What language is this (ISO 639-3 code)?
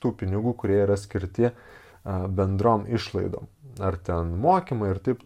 lit